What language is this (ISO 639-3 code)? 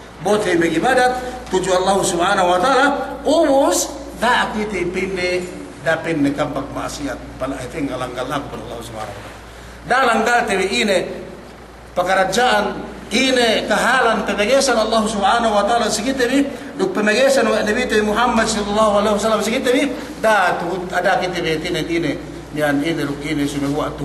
yka